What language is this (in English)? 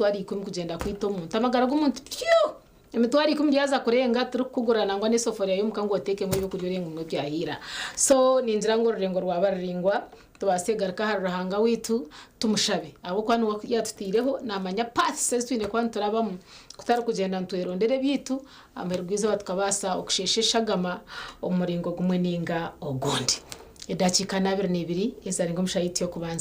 Nyankole